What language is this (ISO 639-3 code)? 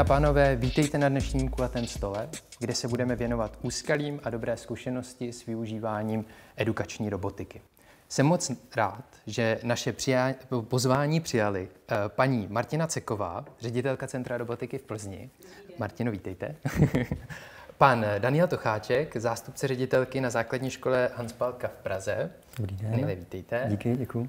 ces